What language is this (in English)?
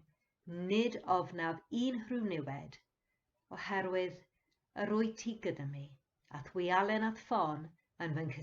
Welsh